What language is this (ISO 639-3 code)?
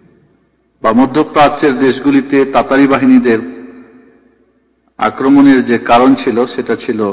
ben